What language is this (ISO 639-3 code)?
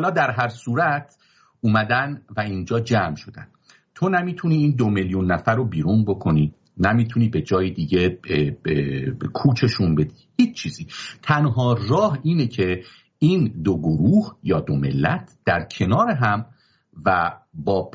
fas